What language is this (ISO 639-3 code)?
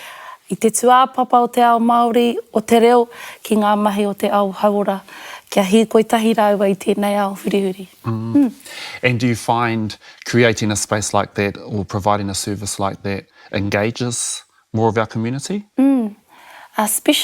mri